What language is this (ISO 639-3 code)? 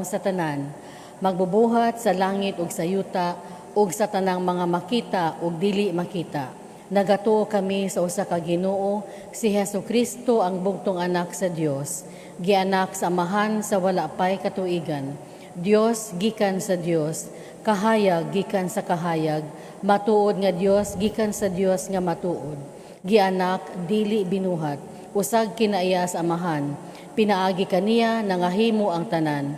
ceb